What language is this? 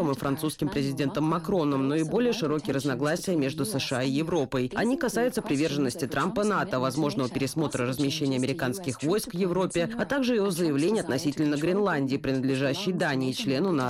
Russian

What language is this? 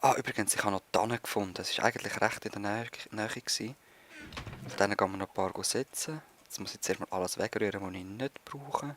Swiss German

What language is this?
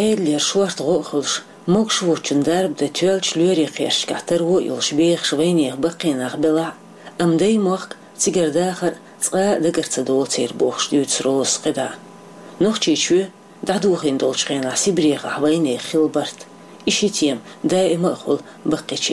Chechen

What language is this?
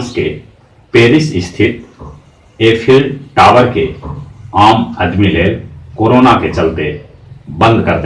Magahi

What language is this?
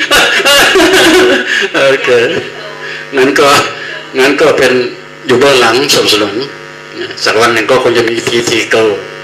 Thai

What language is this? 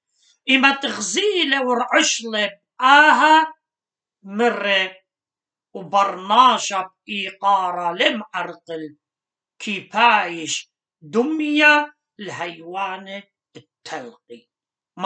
Assyrian Neo-Aramaic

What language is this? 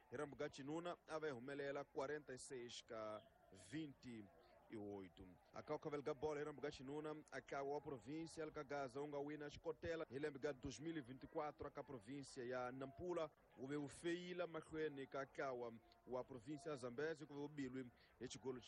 Tsonga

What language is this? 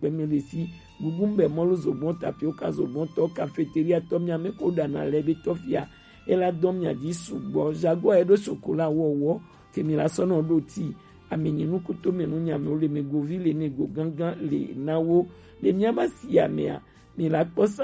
Gen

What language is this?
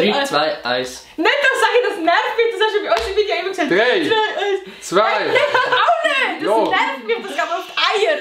Swiss German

